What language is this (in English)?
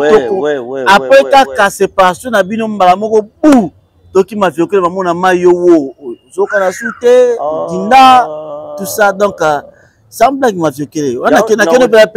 Lingala